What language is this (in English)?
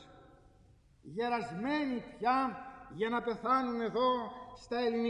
Greek